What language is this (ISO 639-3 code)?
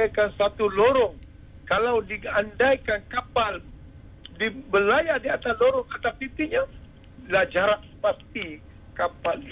msa